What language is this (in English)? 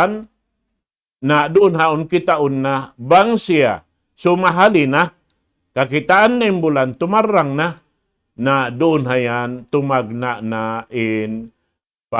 Tausug